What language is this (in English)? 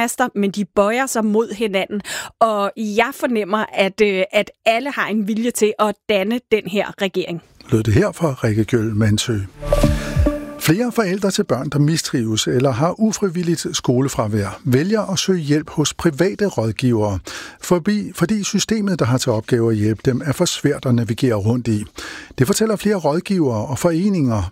Danish